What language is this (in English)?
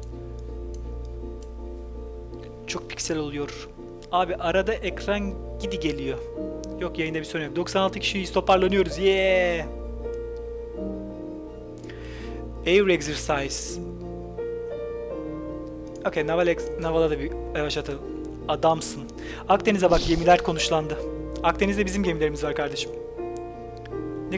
Turkish